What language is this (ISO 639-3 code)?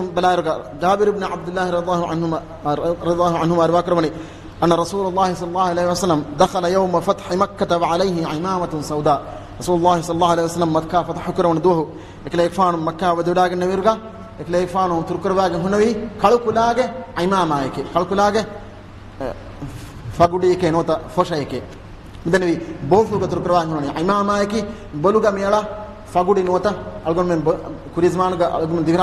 div